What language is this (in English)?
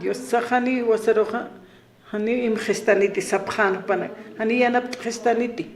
Aymara